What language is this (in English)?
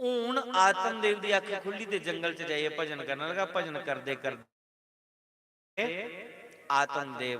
Dogri